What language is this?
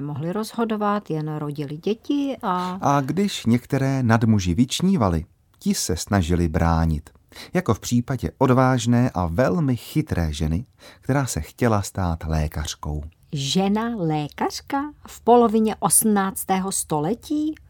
Czech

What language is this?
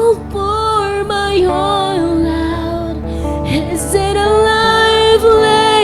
Waray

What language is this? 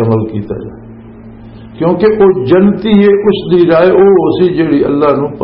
Western Panjabi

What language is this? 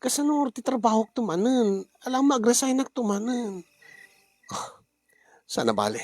Iloko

